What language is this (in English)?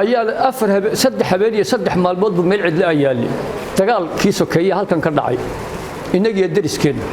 Somali